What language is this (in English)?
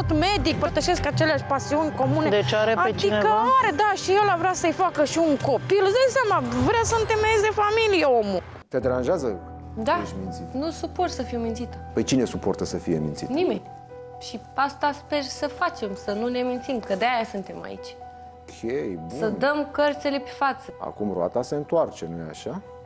Romanian